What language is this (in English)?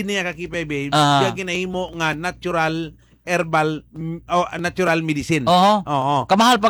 Hiligaynon